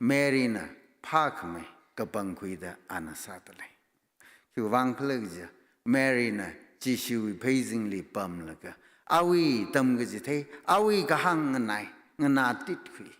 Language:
Tangkhul Naga (India)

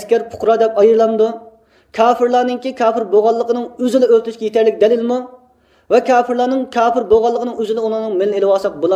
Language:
Uyghur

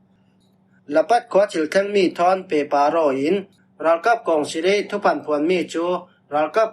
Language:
Falam Chin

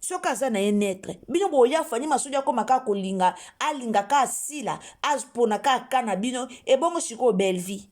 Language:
Lingala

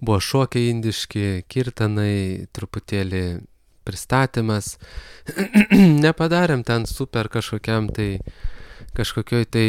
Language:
Lithuanian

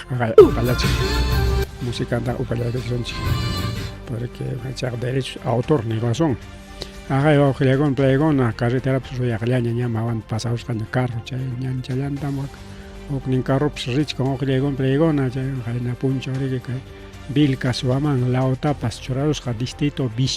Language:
Ayacucho Quechua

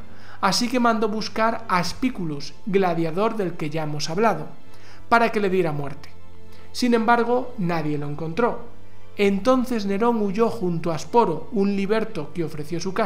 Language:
Spanish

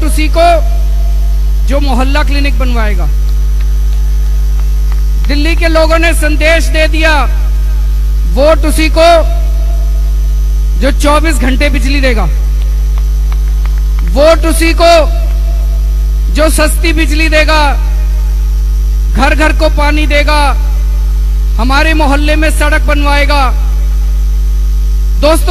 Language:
Hindi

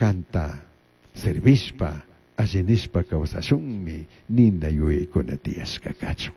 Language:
Chimborazo Highland Quichua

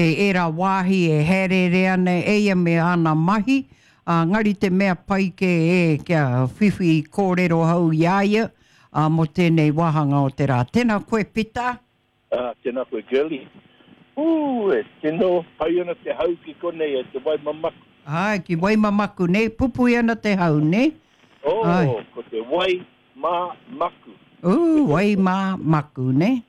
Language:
Māori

